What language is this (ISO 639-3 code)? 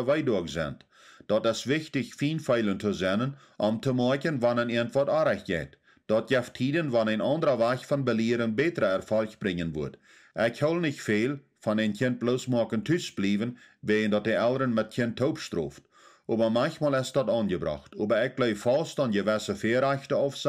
pdt